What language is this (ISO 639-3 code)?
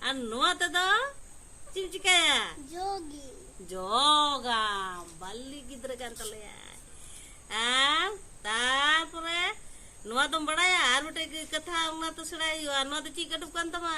sat